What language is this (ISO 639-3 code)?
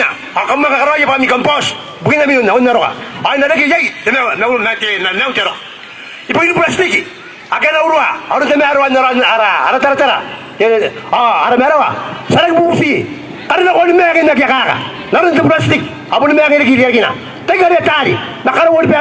gil